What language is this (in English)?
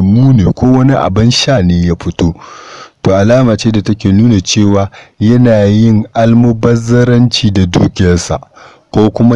Hausa